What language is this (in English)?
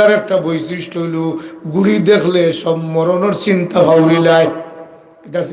Sylheti